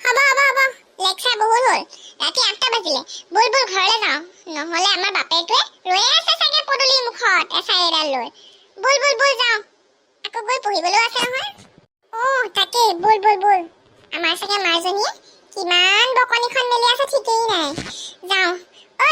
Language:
Assamese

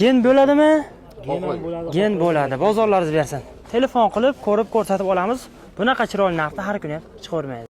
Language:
Uzbek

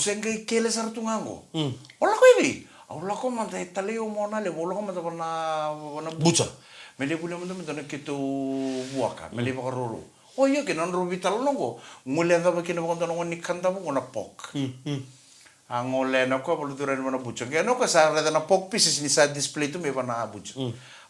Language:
Fijian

